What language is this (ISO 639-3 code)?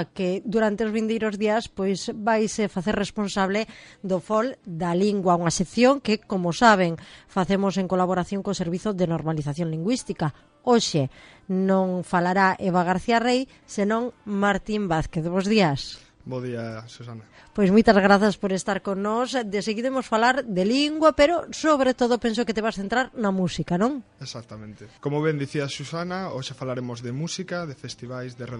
glg